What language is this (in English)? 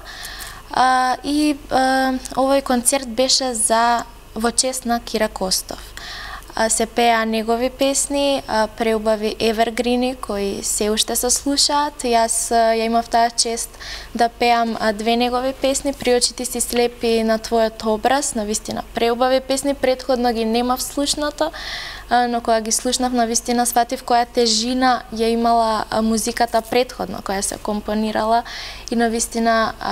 Macedonian